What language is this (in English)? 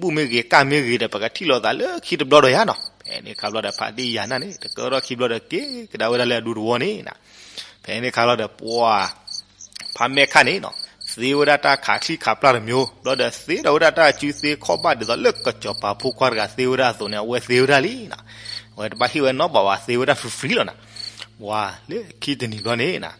S'gaw Karen